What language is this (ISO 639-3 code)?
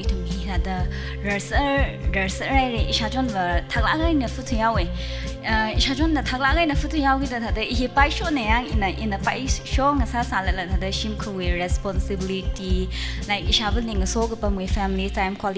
nmf